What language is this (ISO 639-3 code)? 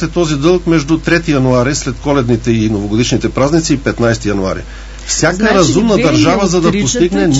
bul